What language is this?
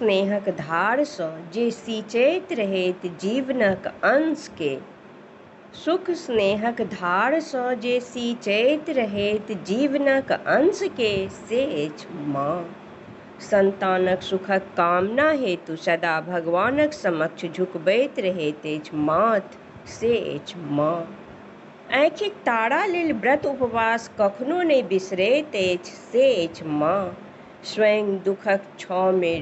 Maithili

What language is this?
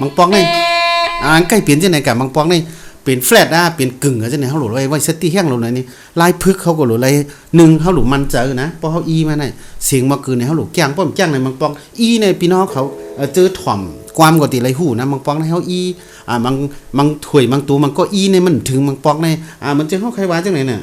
Shan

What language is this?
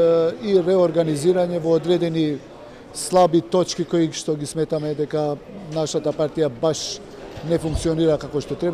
Macedonian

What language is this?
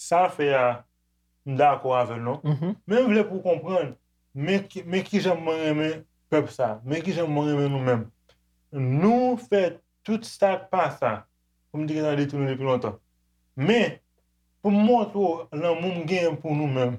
Haitian Creole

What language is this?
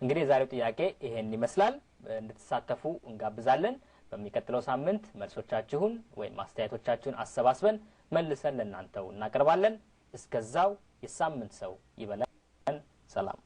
Amharic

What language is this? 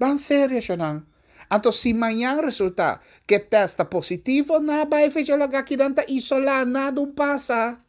Papiamento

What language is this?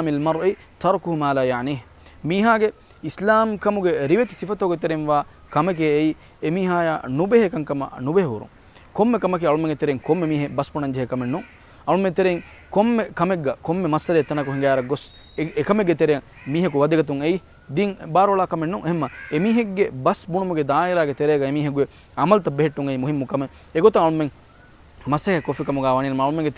Divehi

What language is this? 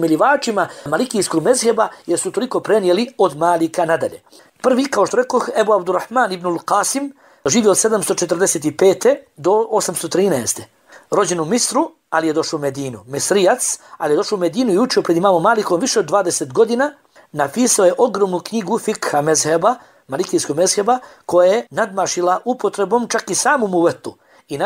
Bosnian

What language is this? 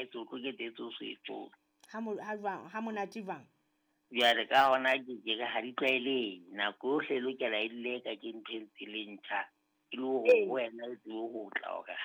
Southern Sotho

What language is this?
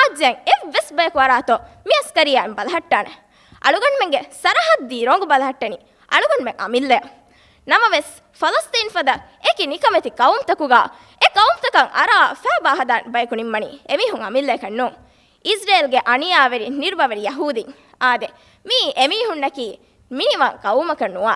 Divehi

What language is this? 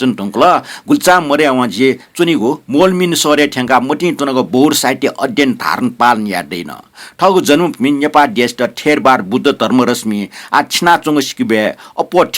Newari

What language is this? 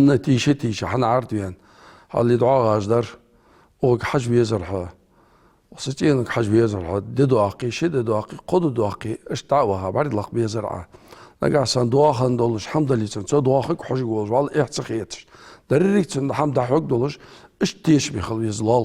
Ingush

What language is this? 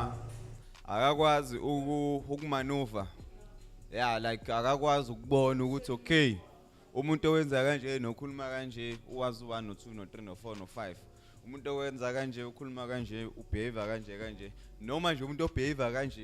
Zulu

